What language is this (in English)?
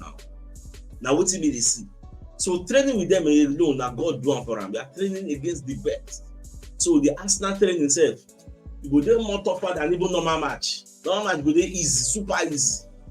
Nigerian Pidgin